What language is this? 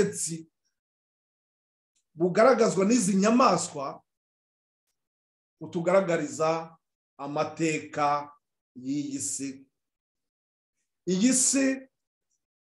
Kinyarwanda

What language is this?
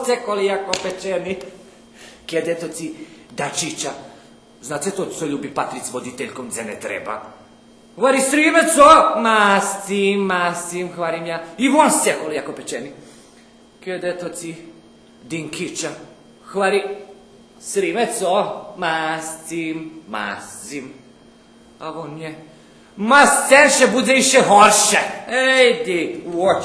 Rusyn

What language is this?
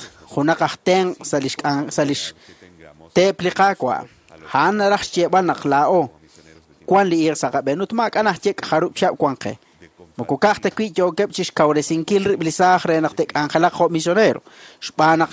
Kekchí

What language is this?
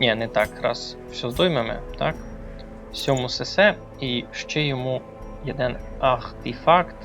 Rusyn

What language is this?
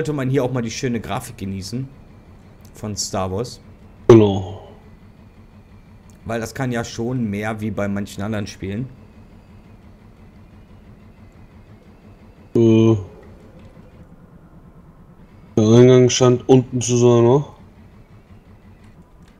German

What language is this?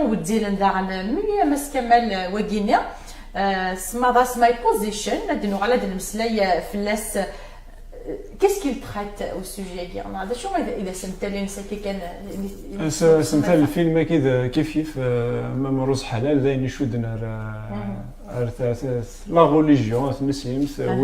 Kabyle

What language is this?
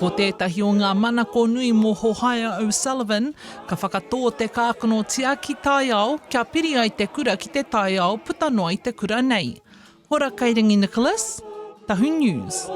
Māori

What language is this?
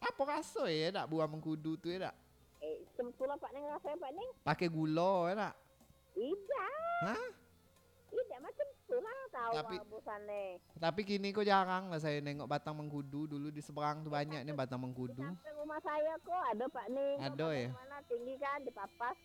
Minangkabau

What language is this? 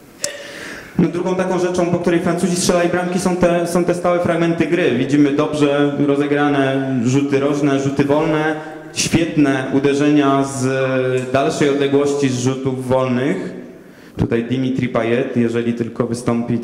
Polish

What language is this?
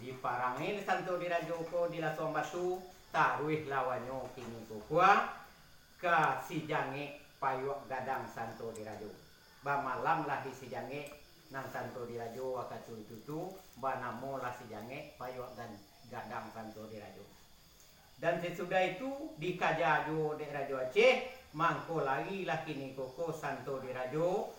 Minangkabau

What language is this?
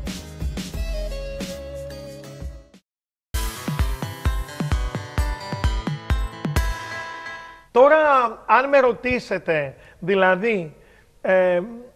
Greek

